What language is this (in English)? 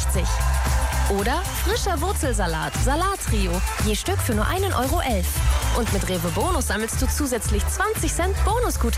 German